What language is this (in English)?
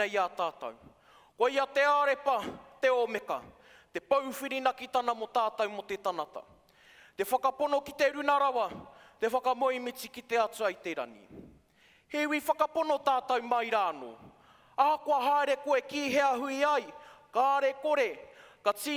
Māori